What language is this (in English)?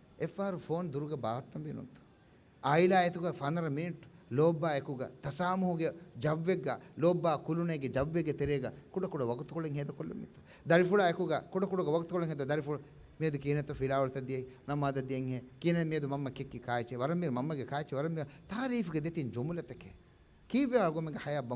Divehi